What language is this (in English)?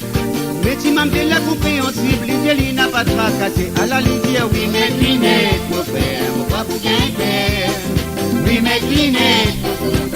Morisyen